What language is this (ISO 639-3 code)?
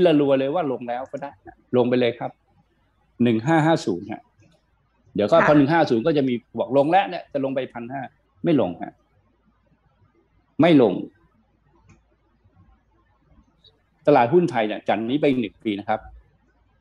tha